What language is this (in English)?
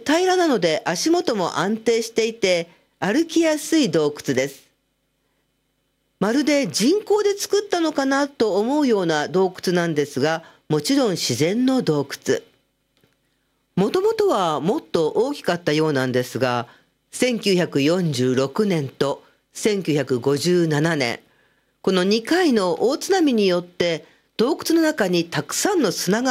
Japanese